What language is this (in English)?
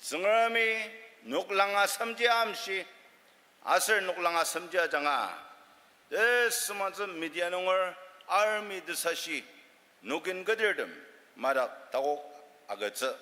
Ao Naga